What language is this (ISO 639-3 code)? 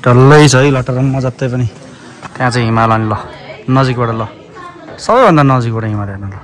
nep